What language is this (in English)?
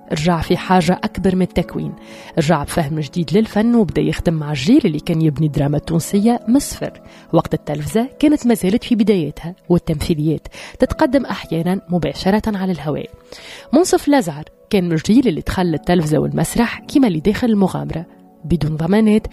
Tunisian Arabic